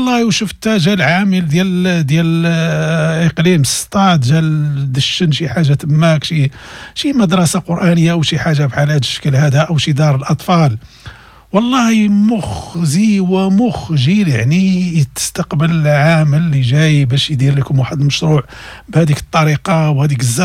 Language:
Moroccan Arabic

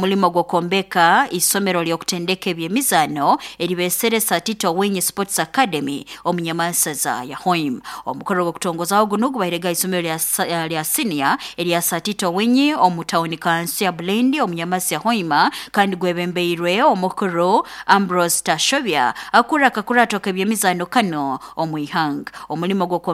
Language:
Nyoro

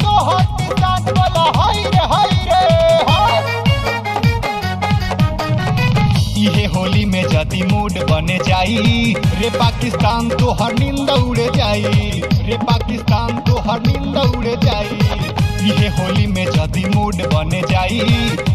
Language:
Bhojpuri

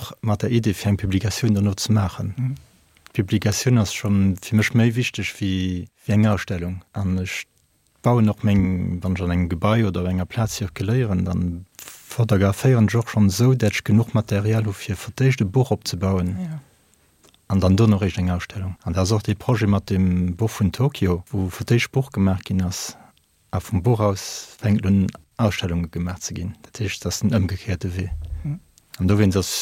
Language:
Luxembourgish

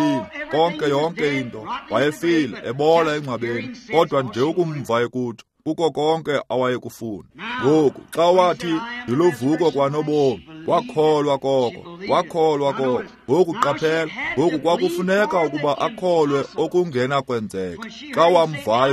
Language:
Xhosa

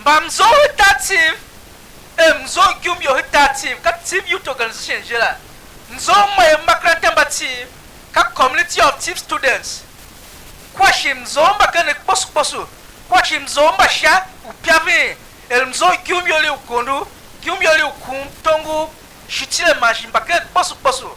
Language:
Tiv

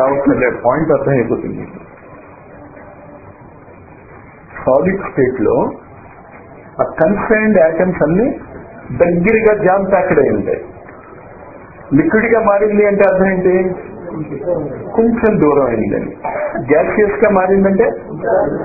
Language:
Telugu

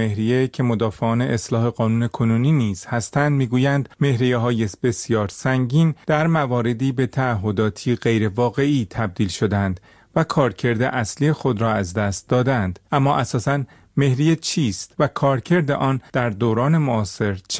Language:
Persian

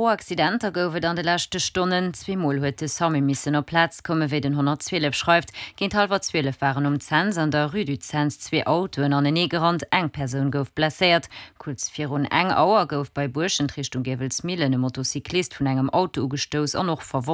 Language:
Luxembourgish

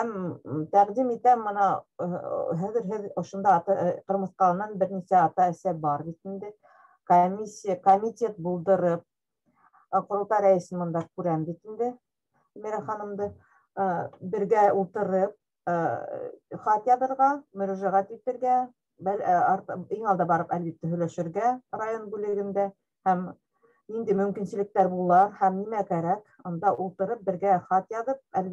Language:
Bashkir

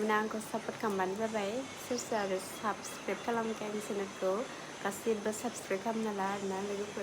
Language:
Bodo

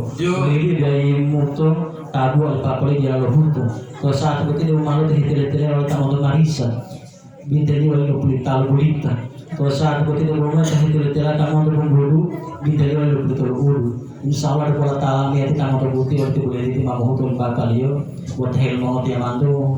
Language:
Gorontalo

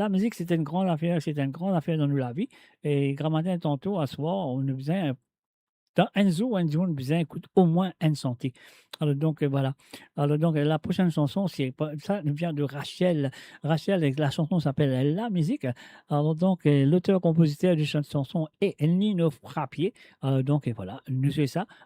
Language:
Morisyen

